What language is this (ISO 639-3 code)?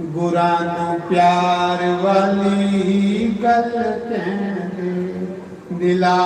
doi